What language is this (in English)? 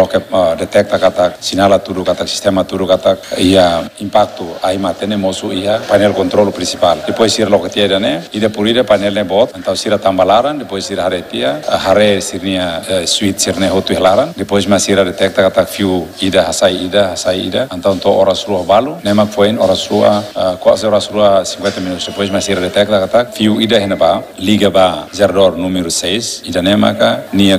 Tetum